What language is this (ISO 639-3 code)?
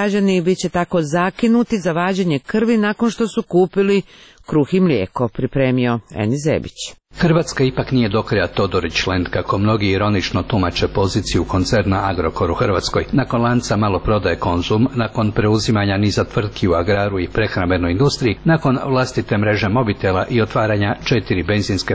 hrv